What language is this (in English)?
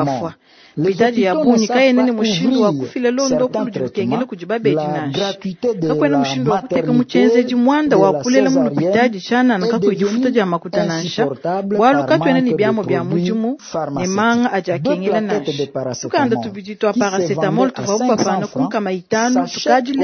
Luba-Lulua